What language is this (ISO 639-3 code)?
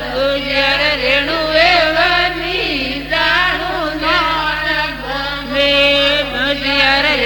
guj